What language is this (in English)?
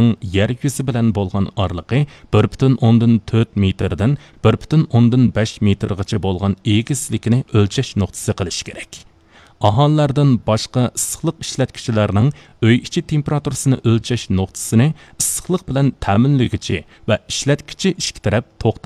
Uyghur